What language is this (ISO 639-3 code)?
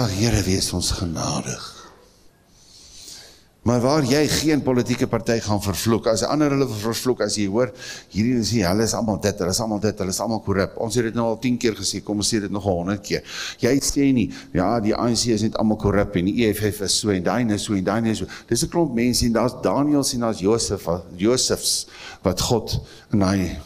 afr